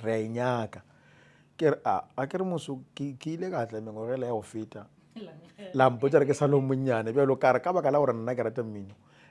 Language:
Northern Sotho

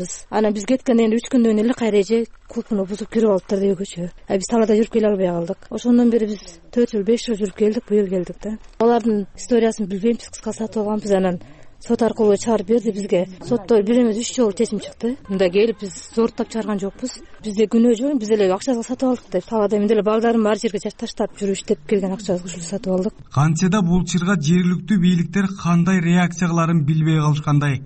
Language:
Kyrgyz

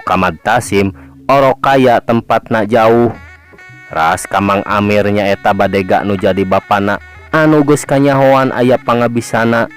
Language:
Sundanese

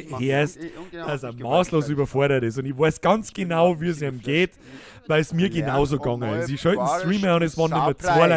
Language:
Bavarian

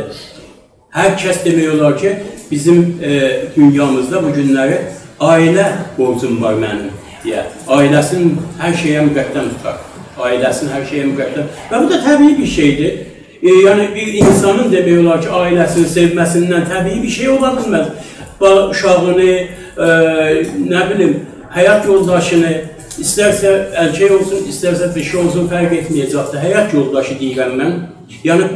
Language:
South Azerbaijani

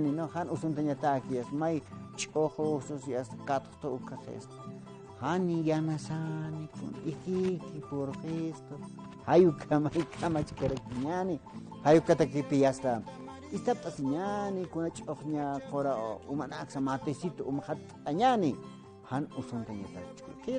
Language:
Aymara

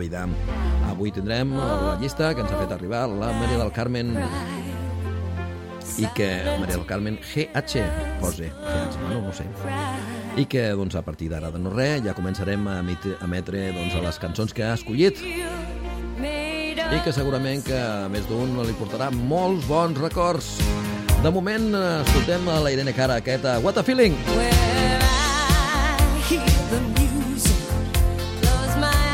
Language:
Catalan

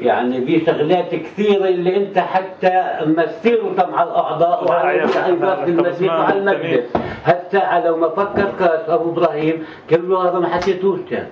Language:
North Levantine Arabic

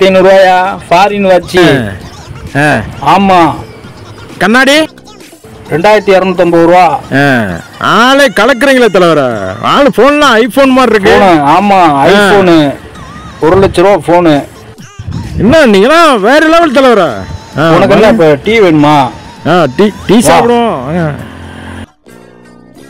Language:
Tamil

